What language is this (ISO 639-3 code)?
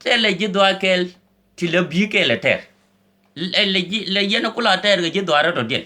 nus